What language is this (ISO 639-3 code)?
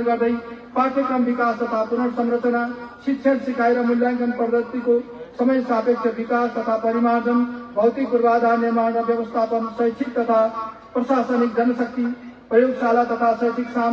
nep